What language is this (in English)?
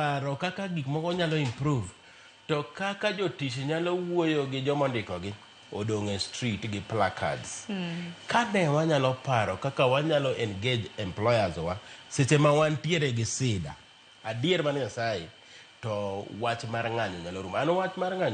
Luo (Kenya and Tanzania)